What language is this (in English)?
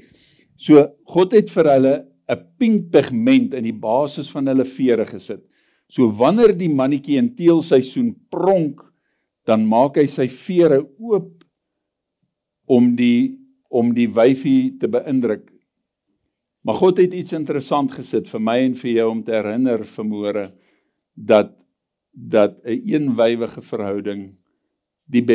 Afrikaans